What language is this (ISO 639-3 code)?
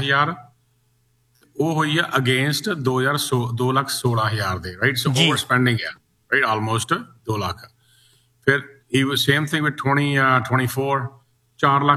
pan